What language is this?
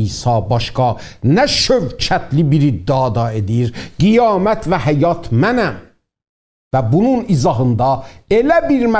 South Azerbaijani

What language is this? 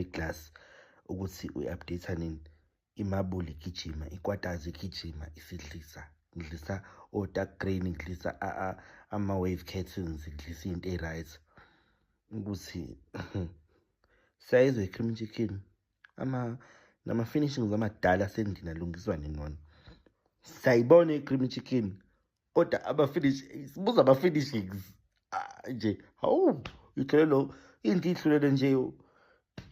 Zulu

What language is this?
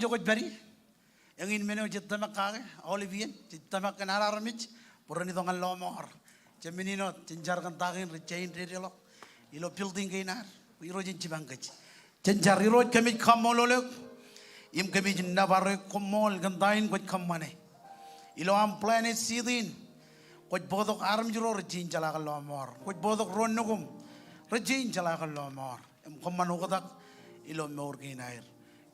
Marshallese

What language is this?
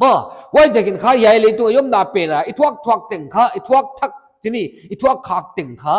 Paite Chin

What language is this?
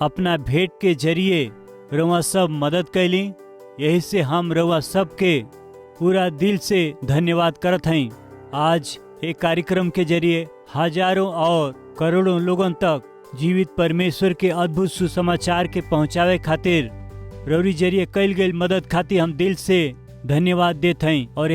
Bhojpuri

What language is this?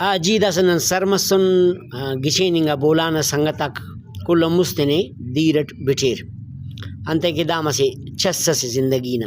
Brahui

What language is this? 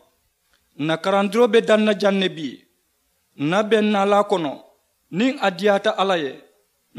Mandingo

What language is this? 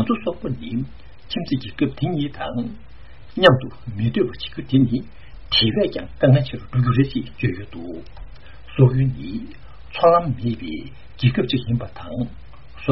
Tibetan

